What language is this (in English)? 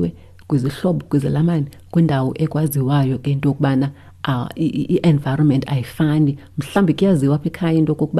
Xhosa